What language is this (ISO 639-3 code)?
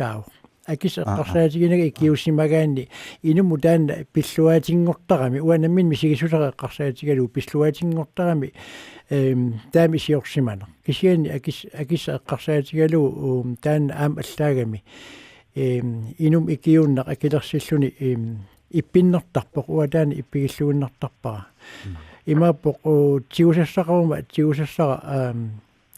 kal